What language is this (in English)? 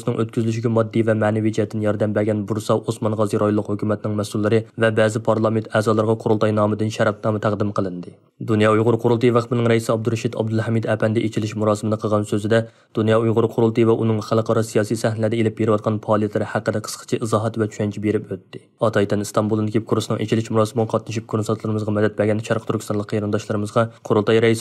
Uyghur